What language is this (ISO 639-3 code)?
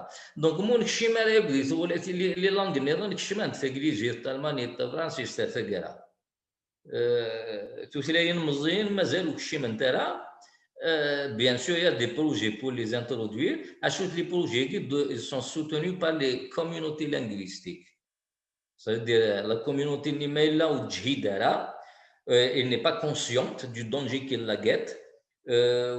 kab